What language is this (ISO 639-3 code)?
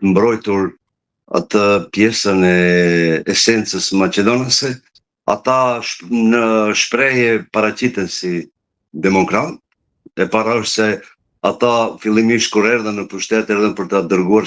sqi